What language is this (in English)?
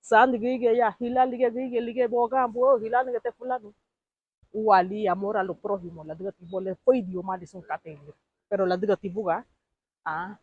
Garifuna